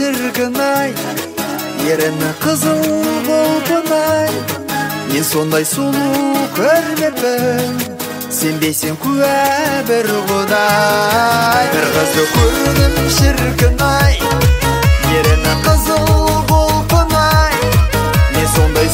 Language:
Kazakh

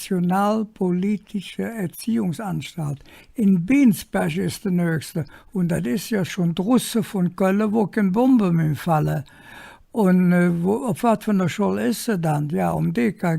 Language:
Colognian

